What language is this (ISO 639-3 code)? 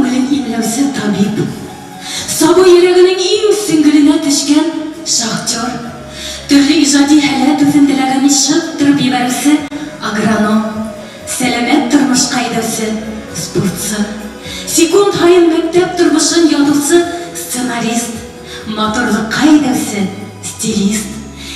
bak